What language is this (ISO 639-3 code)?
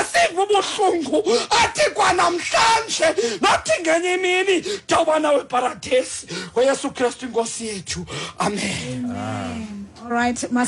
xho